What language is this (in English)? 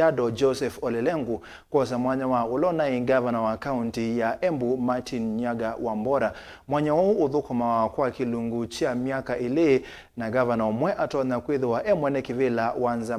Kamba